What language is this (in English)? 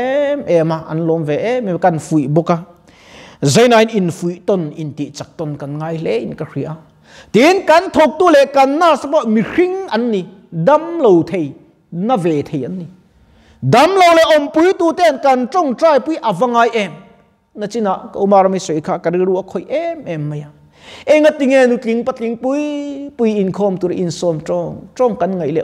Mizo